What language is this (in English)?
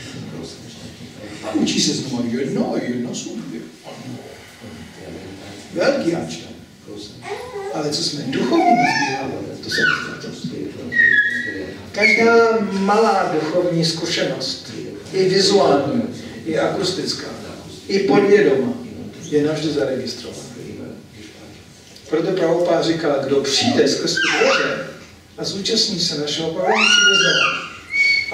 Czech